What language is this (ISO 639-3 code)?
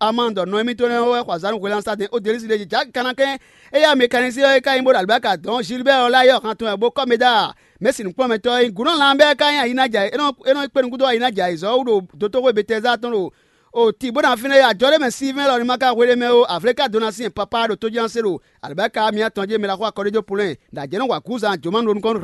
fon